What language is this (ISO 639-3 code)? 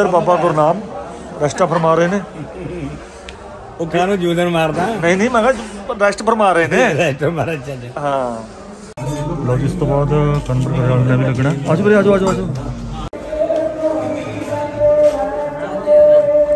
pan